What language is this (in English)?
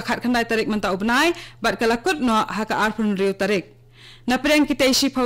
Khasi